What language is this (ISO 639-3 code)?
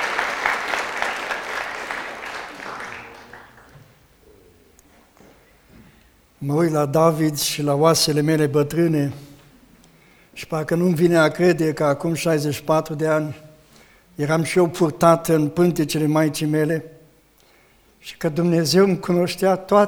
ron